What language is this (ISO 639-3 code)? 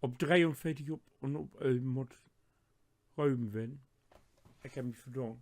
nds